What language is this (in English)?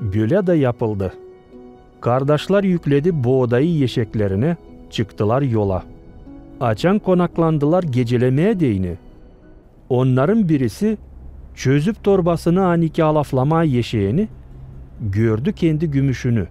Gagauz